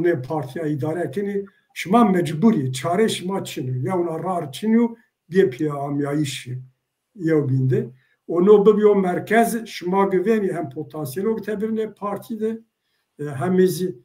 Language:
Zaza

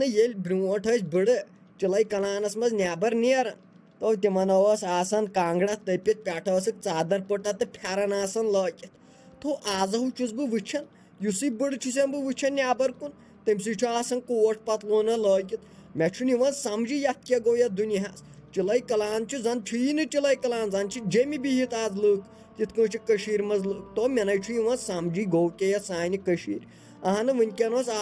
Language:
Kashmiri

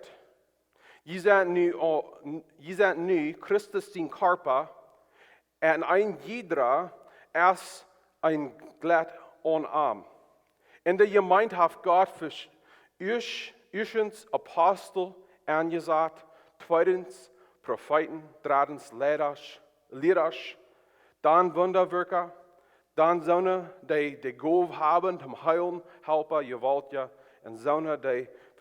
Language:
Plautdietsch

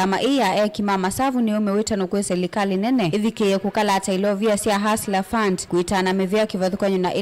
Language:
Kamba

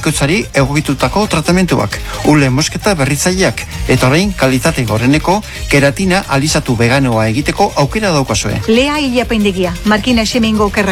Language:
Basque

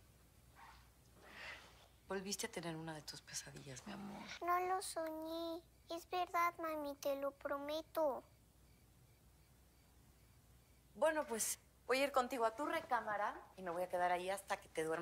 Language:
Spanish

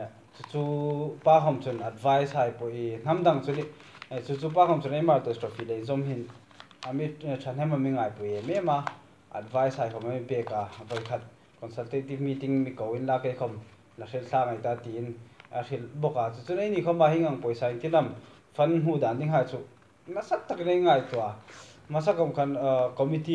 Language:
Hmar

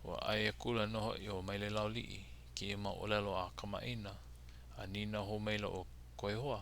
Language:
Hawaiian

